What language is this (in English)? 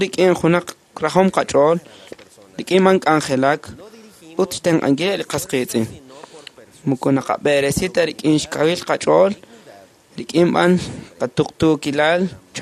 Kekchí